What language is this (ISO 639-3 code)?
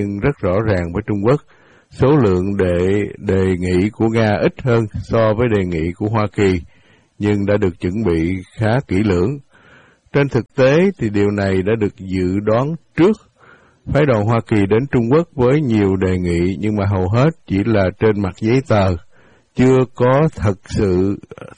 vie